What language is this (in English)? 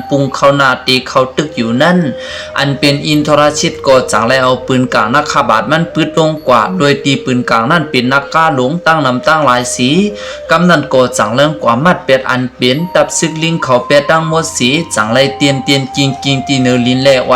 Shan